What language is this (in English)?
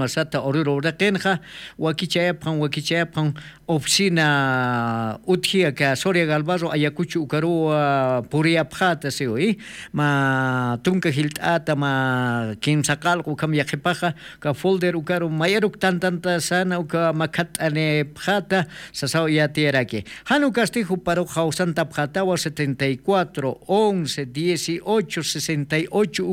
Aymara